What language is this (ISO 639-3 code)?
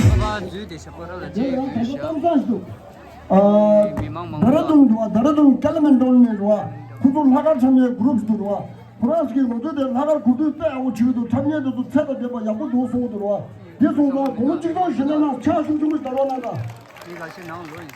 bod